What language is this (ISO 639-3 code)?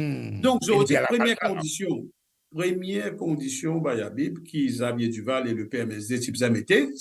mfe